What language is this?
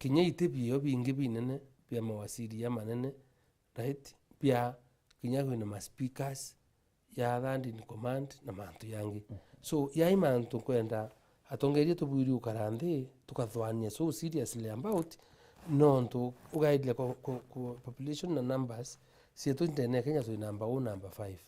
Meru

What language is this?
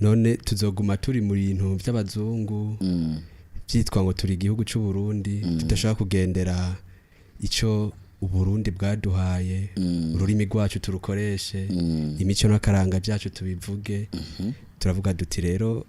Rundi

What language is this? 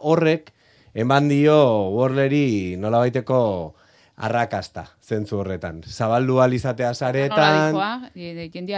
Basque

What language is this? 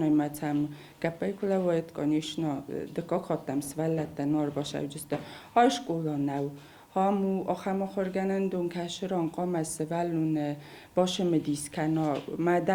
Ossetic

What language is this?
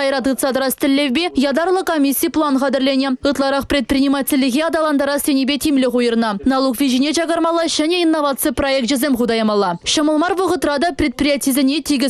Chuvash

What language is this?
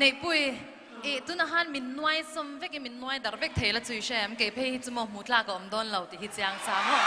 Mizo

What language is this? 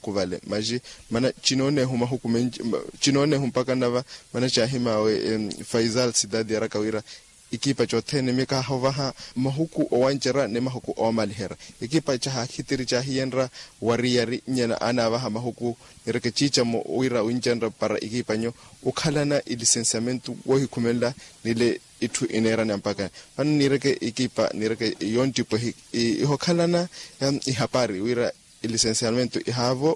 Makhuwa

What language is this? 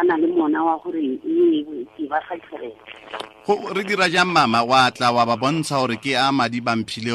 Tswana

